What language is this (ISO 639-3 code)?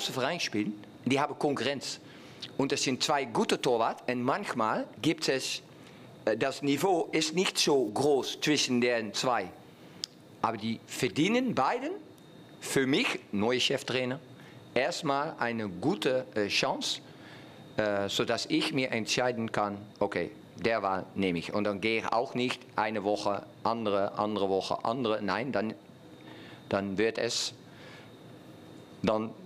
deu